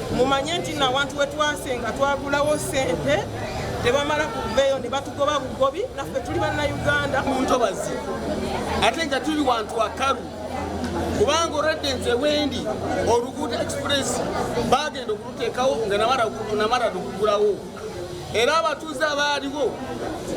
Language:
Ganda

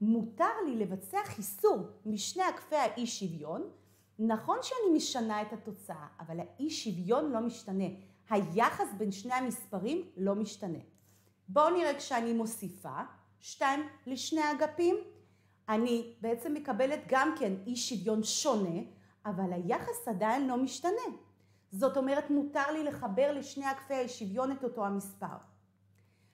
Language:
Hebrew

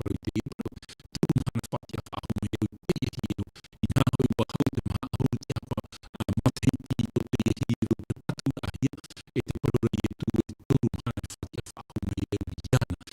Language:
Tahitian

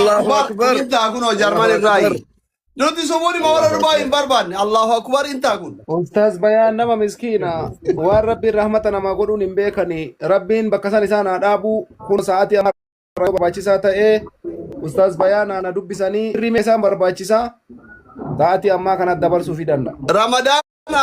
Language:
Oromo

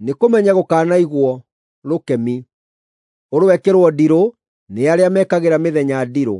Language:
Kikuyu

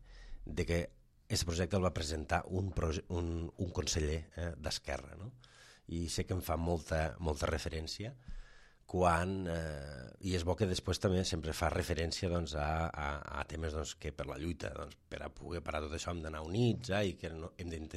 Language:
Catalan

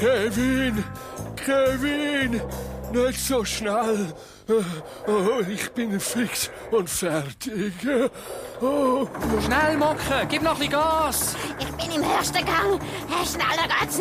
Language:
Swiss German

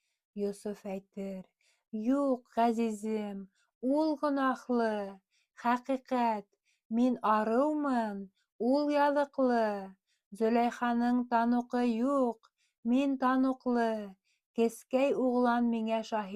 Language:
Bashkir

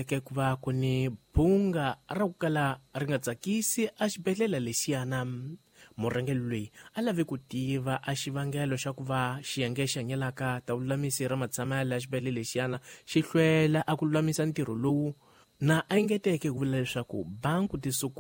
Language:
Tsonga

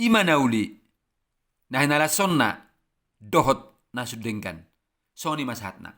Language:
Batak Toba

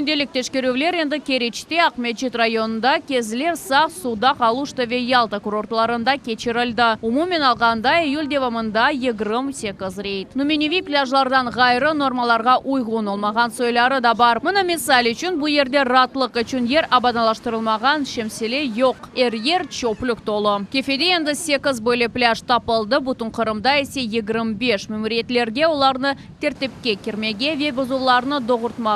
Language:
Crimean Tatar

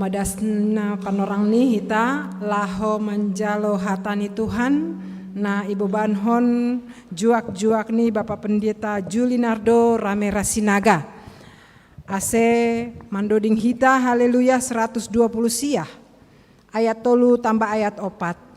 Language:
Batak Simalungun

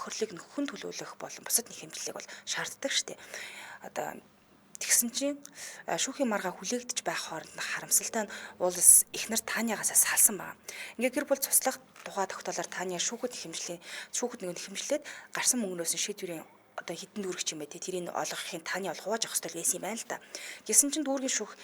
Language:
Mongolian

